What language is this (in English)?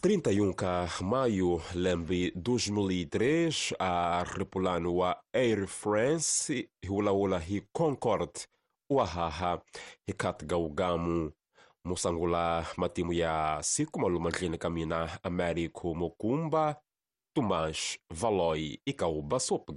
Tsonga